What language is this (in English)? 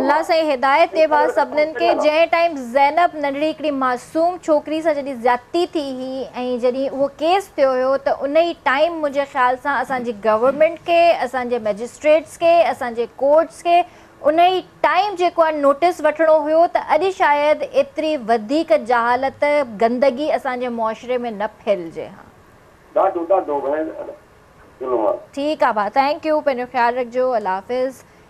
Sindhi